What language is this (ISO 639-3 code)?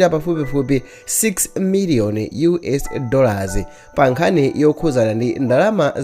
nya